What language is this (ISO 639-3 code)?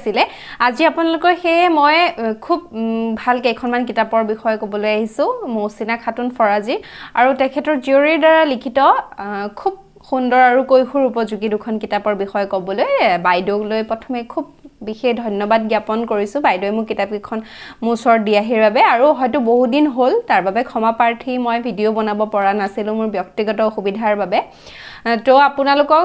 asm